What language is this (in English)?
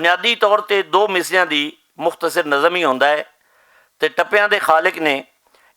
Western Panjabi